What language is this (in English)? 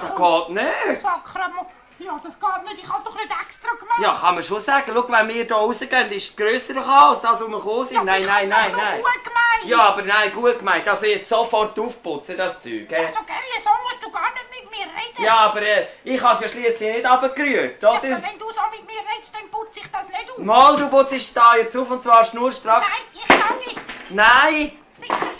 Swiss German